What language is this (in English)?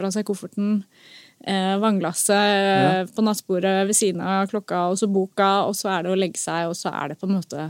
Norwegian